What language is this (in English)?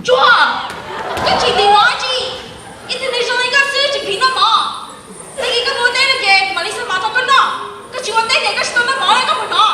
Hmong